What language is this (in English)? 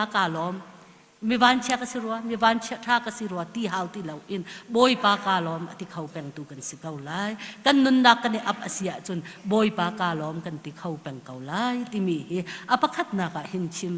Hakha Chin